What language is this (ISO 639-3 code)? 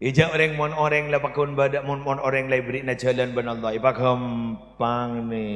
mad